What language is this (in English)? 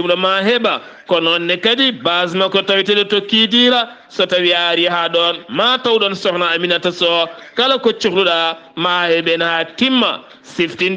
Fula